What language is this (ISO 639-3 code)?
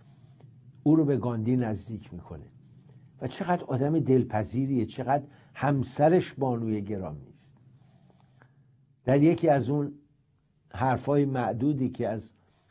fas